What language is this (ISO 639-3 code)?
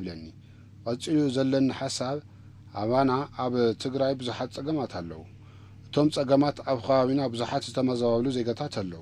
tir